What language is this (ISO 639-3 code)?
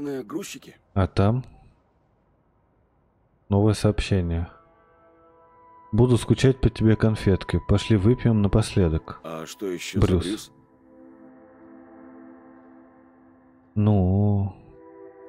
rus